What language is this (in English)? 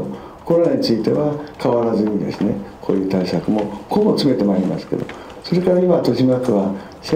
Japanese